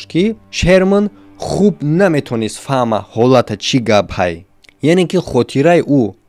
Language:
Tajik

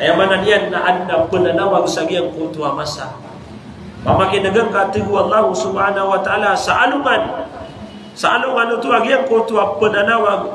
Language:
Maranao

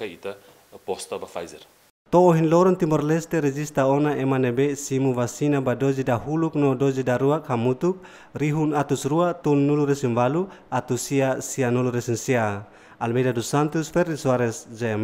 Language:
Tetum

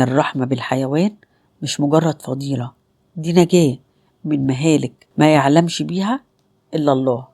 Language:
Egyptian Arabic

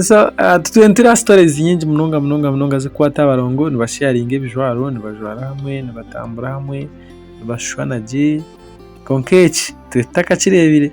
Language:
Nyankole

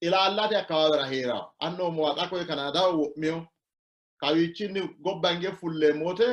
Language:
Sidamo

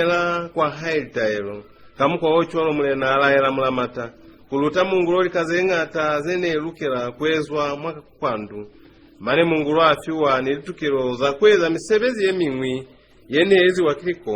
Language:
Lozi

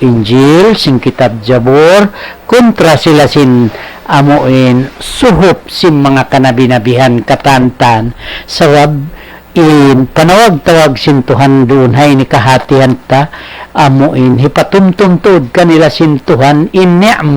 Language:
Tausug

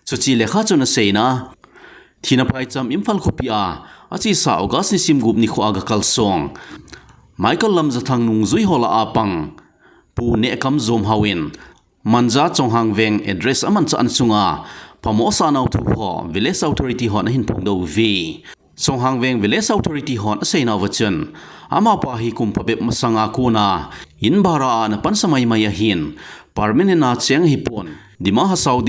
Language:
Thado Chin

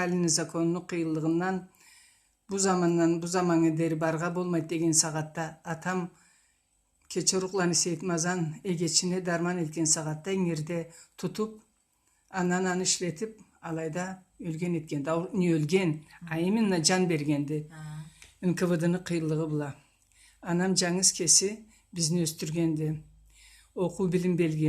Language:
Karachay-Balkar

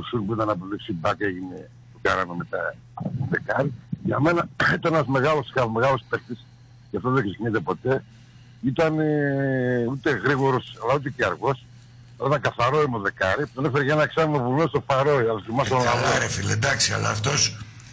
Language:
Greek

